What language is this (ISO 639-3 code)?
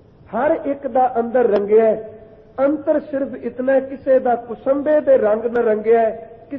pan